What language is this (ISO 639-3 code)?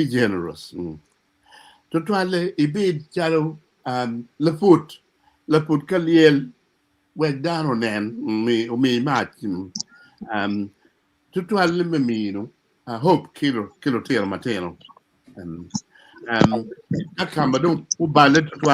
ach